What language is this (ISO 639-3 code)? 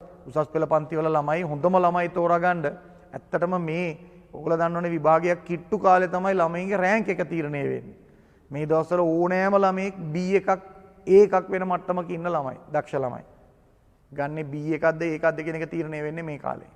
sin